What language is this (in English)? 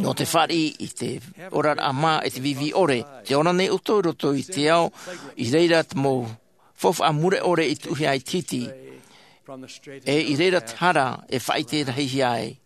Tahitian